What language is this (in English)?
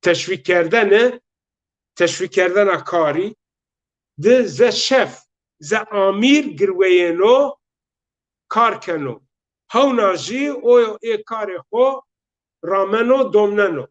Zaza